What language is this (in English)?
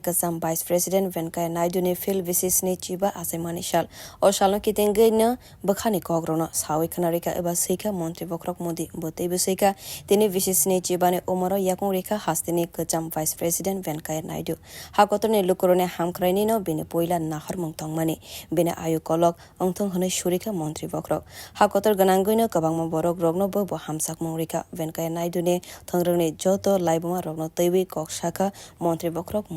Kok Borok